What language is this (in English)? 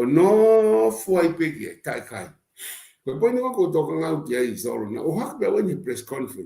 Tongan